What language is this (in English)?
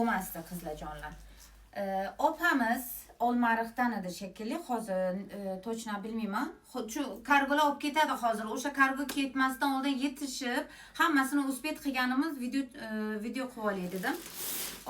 Uzbek